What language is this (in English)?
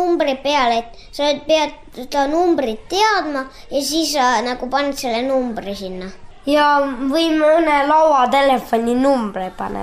Estonian